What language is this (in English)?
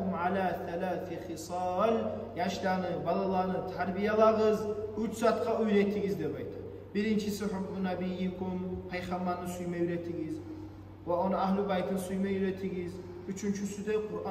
Kumyk